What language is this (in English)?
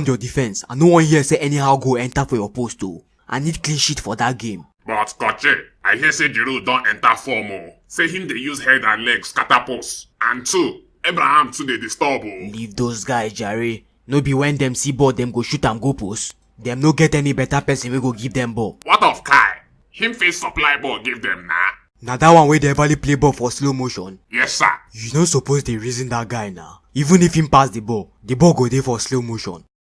Nigerian Pidgin